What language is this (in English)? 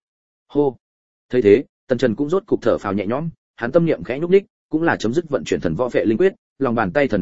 Vietnamese